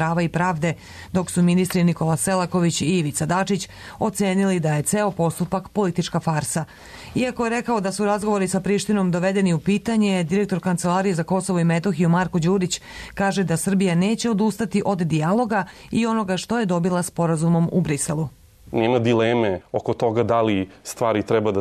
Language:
Serbian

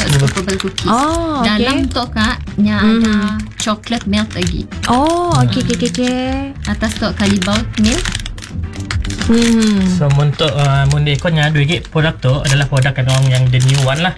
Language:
Malay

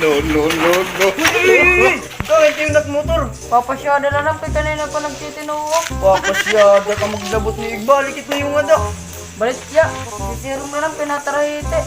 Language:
Waray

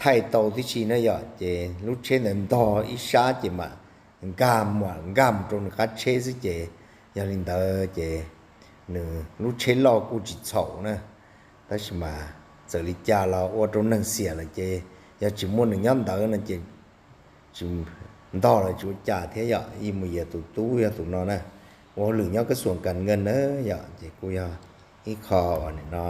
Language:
Hmong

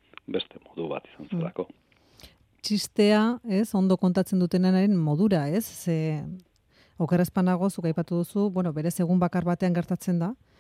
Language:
Basque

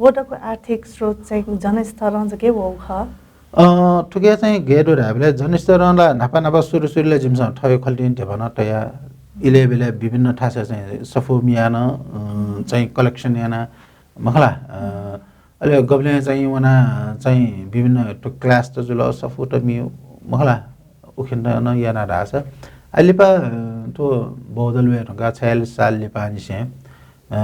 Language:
Newari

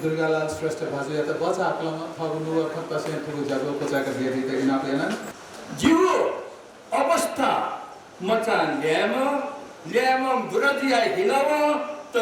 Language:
Newari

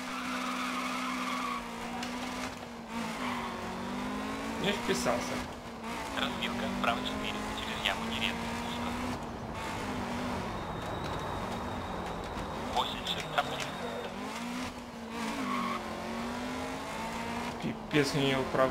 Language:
Russian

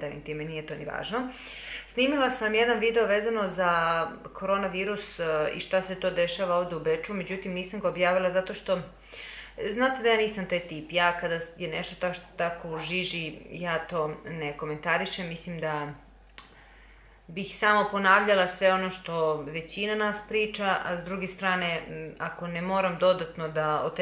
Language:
Serbian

